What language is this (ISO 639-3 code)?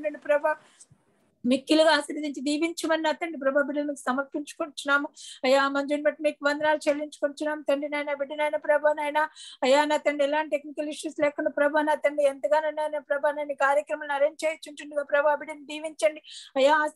tel